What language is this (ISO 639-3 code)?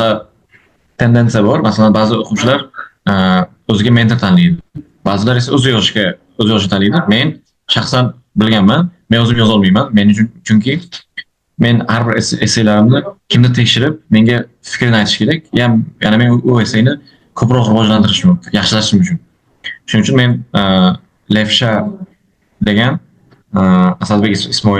uzb